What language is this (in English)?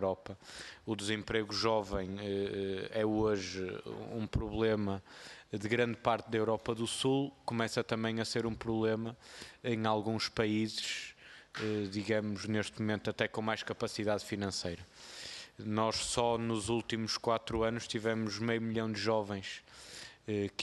Portuguese